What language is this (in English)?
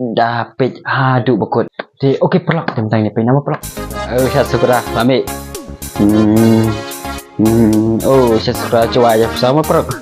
Khasi